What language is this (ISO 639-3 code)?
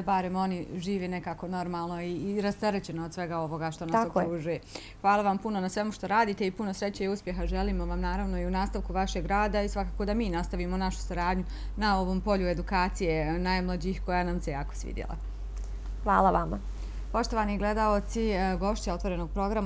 hrv